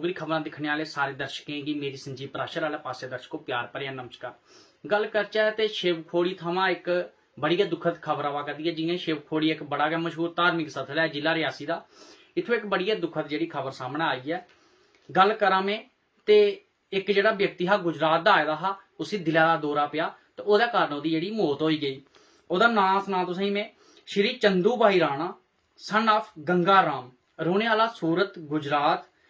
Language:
Dogri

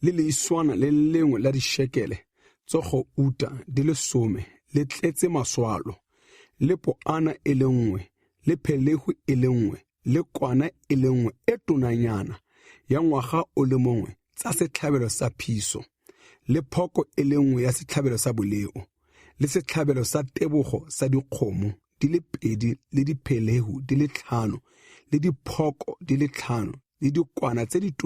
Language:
Tswana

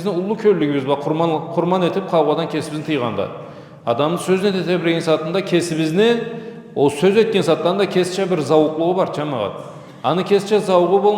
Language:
Karachay-Balkar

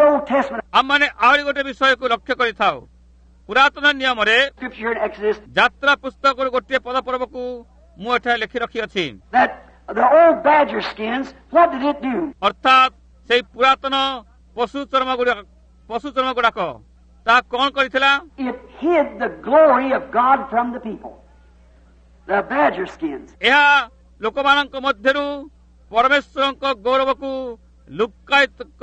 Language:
Odia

